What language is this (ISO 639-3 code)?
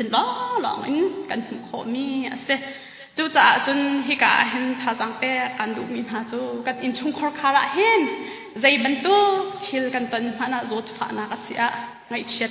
cnh